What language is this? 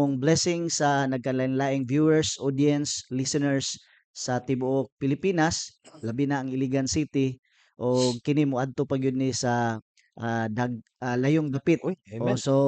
Cebuano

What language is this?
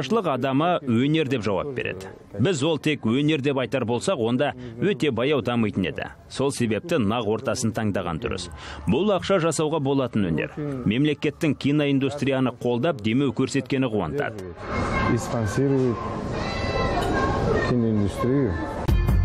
Kazakh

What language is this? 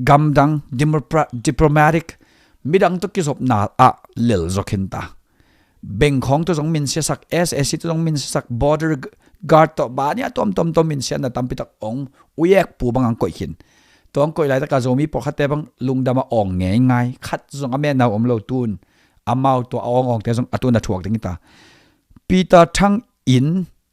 Tedim Chin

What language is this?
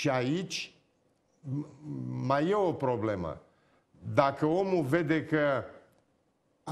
Romanian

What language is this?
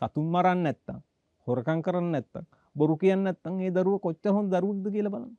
Sinhala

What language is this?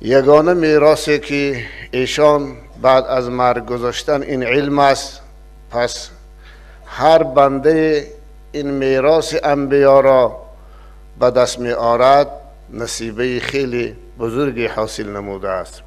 Tajik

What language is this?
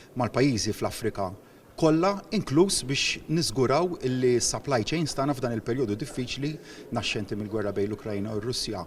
Maltese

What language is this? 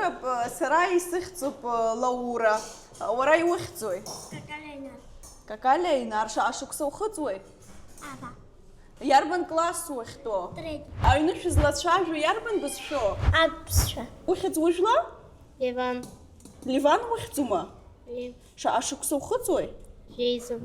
Abkhazian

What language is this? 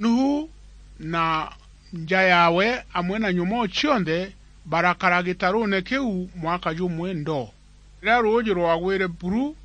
Meru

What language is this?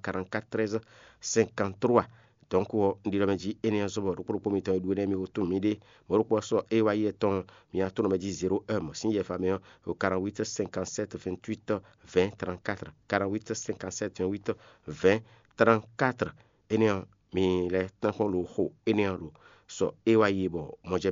Fon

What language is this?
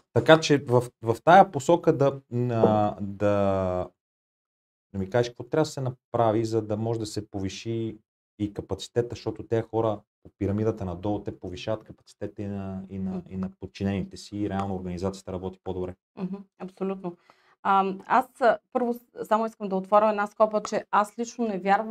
Bulgarian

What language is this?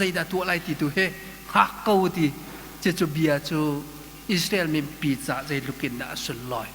Hakha Chin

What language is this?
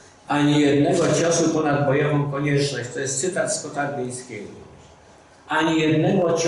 Polish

